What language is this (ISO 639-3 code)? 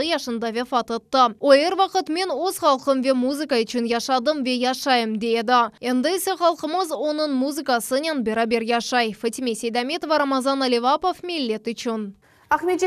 crh